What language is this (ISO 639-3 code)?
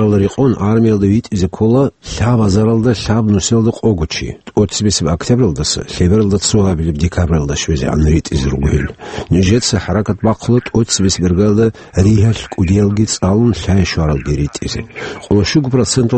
ava